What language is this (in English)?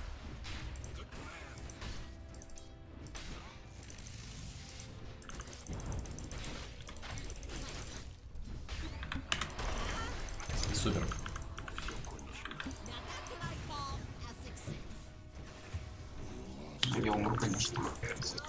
Russian